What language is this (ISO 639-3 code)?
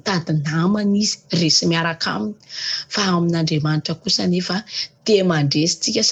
mlg